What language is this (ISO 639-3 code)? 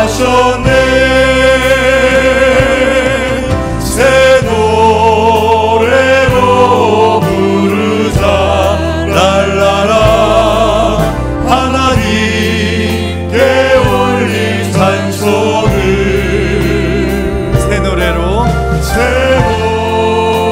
kor